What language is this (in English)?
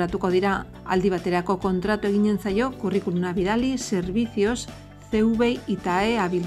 Basque